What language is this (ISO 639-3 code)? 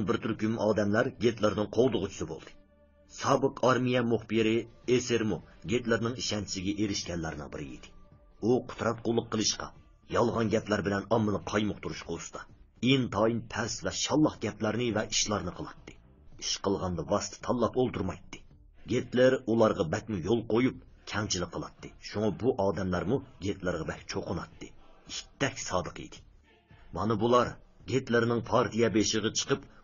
uig